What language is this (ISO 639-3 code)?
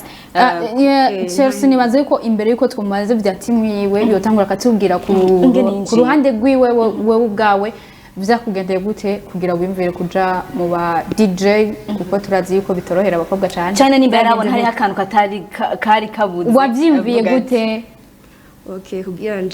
run